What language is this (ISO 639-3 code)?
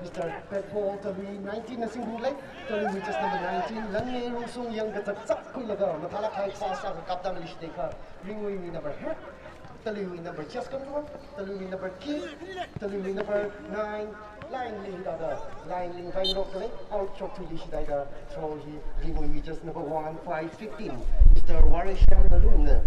nmf